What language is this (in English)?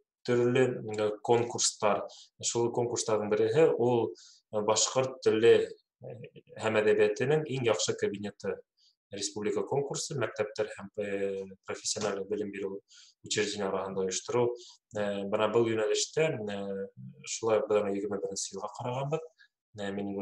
Bashkir